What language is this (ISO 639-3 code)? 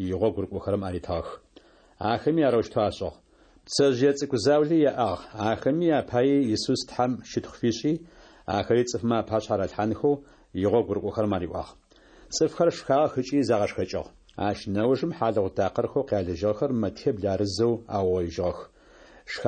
ady